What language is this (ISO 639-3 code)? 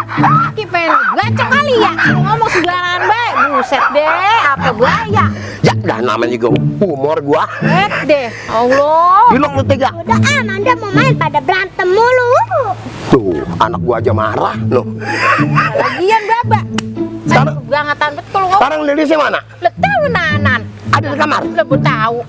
bew